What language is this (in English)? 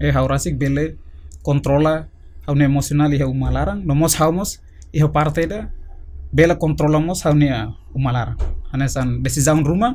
Tetum